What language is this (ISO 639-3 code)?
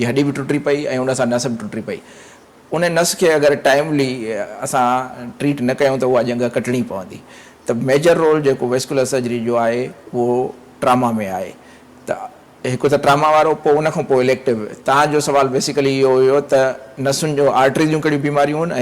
snd